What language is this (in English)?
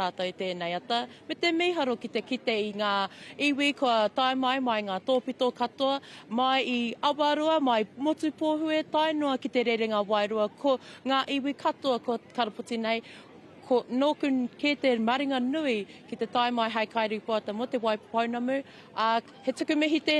Māori